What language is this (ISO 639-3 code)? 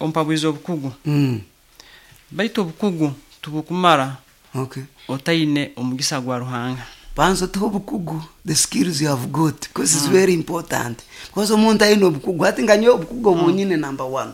nyo